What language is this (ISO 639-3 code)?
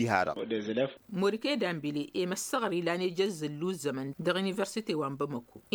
taq